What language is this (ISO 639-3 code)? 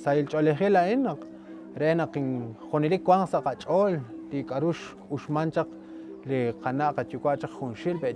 kek